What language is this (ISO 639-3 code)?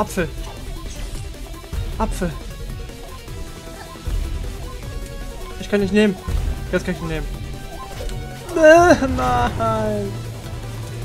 deu